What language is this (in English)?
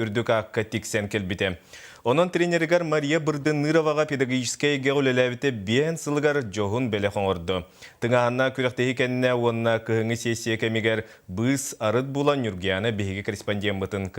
Yakut